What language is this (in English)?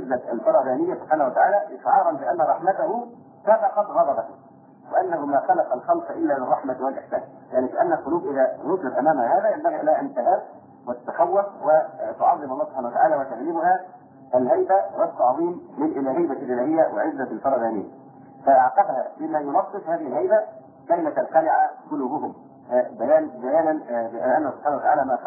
Arabic